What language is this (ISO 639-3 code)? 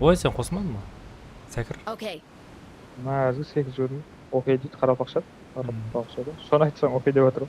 kaa